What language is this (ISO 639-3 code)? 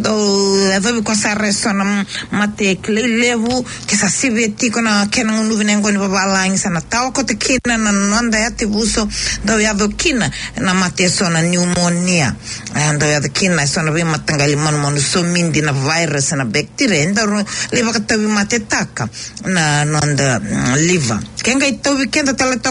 fij